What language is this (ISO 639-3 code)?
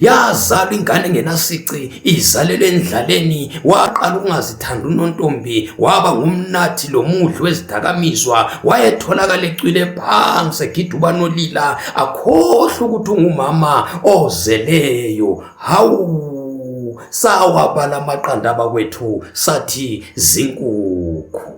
zul